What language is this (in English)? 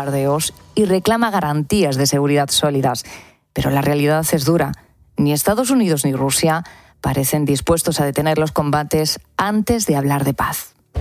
Spanish